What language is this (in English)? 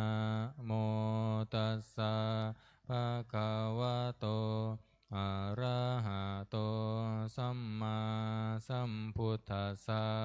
Pali